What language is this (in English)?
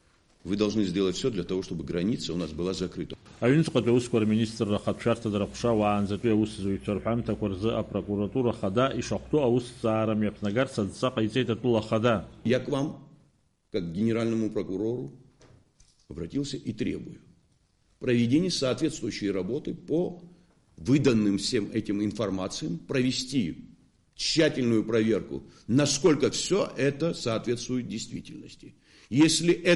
Abkhazian